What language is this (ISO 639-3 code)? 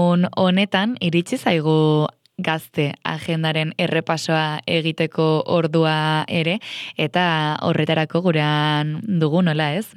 eus